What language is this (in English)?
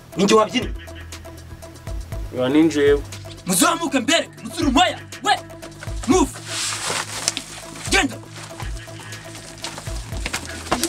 Kinyarwanda